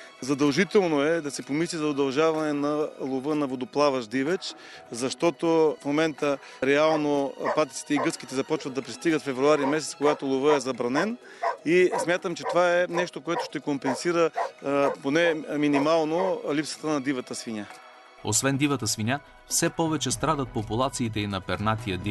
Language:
Bulgarian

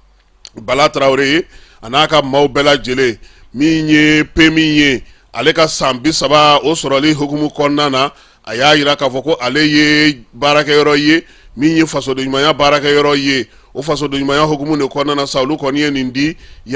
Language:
Bambara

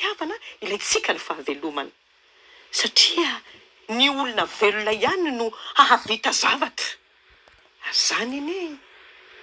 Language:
Malagasy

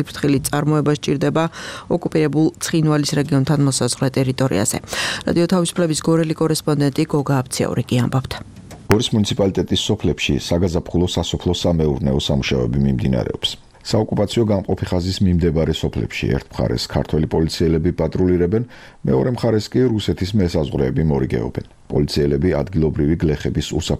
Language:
Georgian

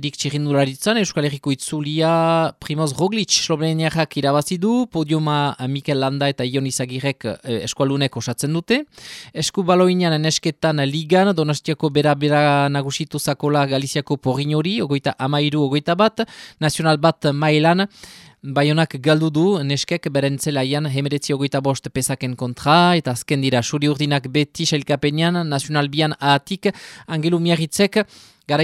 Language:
Basque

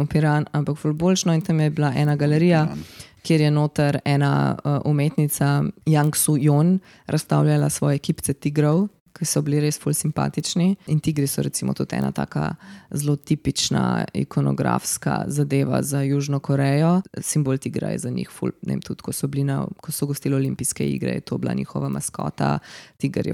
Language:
Slovenian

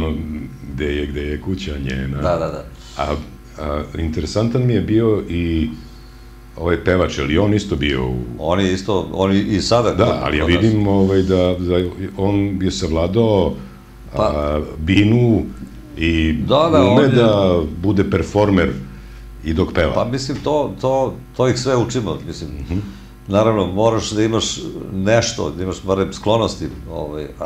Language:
Serbian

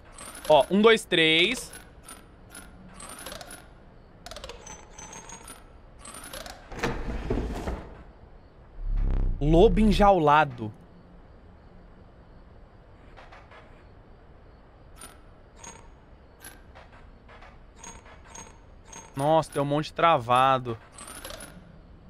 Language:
Portuguese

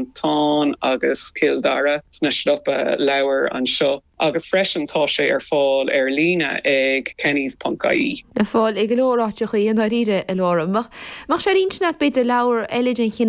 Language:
Irish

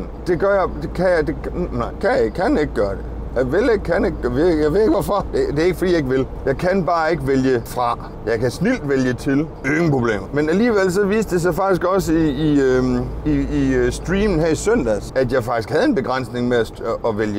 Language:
Danish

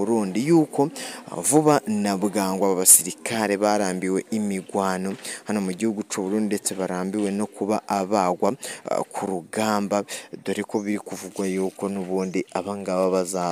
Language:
Rundi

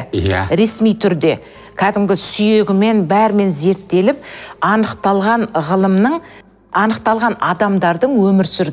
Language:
Kazakh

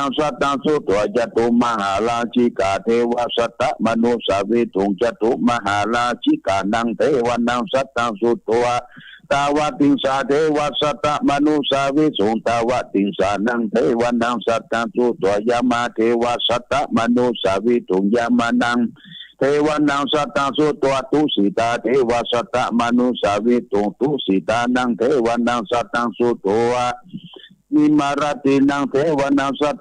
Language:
Pali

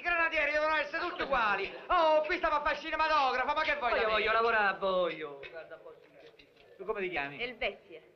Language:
Italian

